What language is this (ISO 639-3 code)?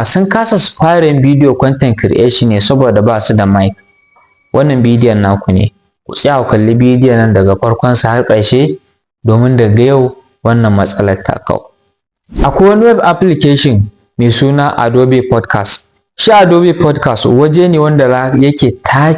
hau